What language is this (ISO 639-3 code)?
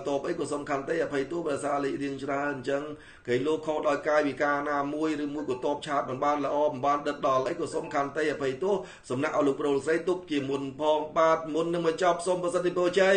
khm